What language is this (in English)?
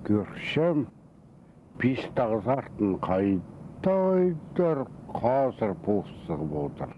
Khakas